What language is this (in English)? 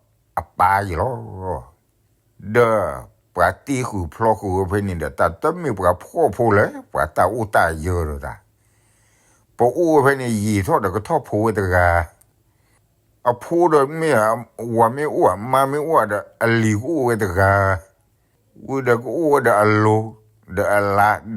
S'gaw Karen